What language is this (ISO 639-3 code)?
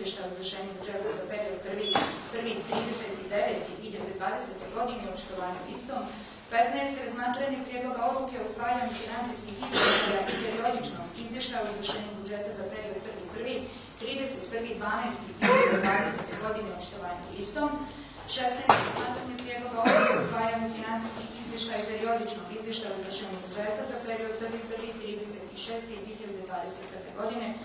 bos